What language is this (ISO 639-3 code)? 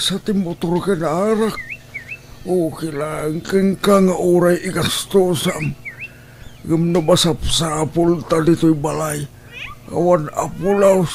ilo